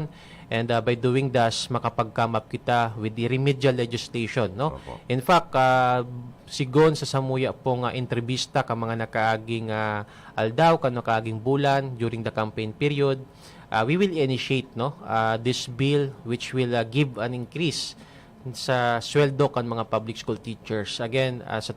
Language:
Bikol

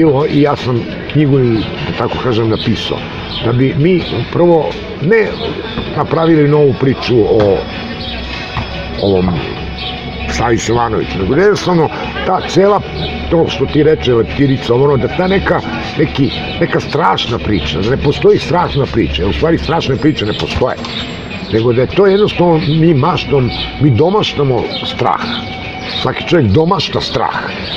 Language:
Serbian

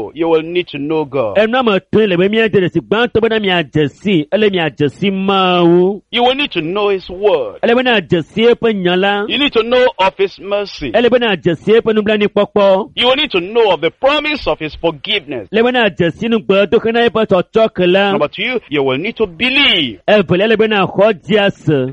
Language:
Ewe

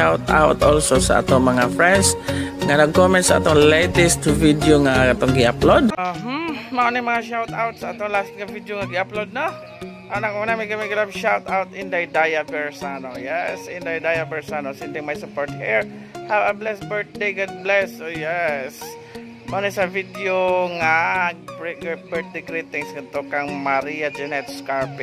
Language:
Cebuano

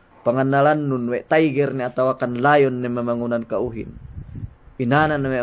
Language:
Yakan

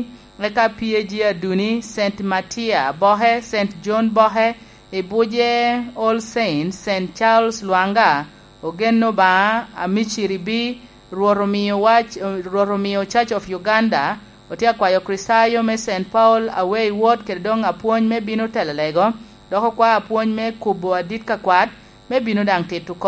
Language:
Lango (Uganda)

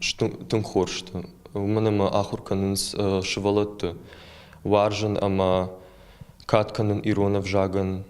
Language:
Ossetic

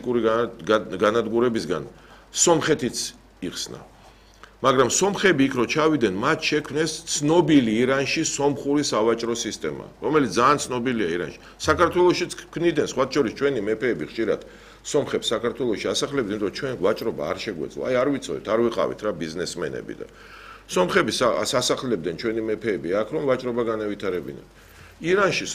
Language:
Georgian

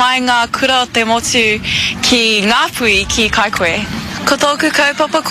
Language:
Māori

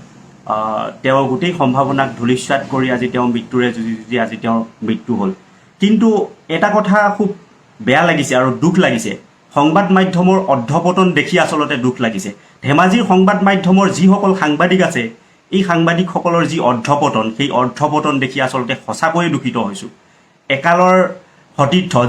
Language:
Assamese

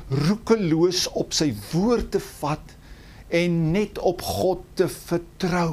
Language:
Afrikaans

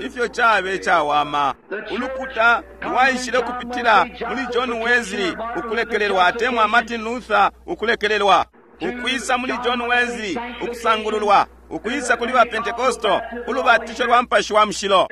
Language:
Bemba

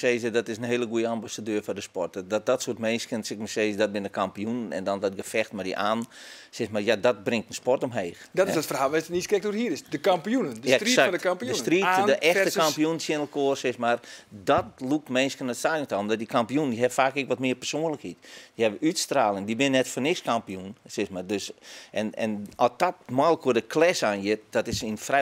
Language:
Western Frisian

